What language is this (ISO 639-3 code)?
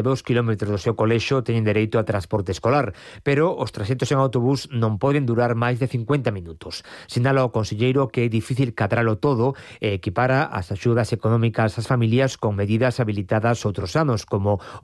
glg